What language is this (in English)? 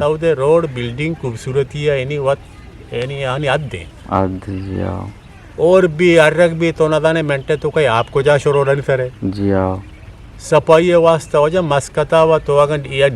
Eastern Balochi